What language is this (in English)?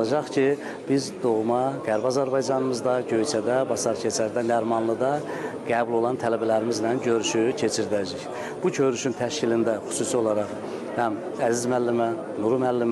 Azerbaijani